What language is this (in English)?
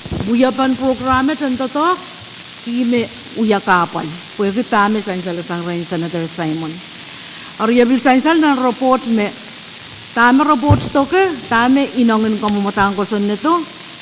Pohnpeian